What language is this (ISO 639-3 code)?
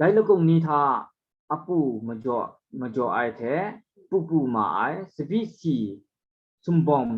kac